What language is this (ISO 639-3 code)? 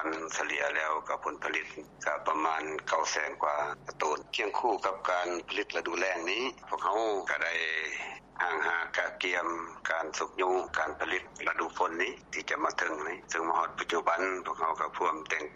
lao